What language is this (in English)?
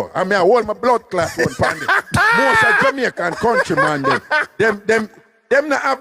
Jamaican Creole English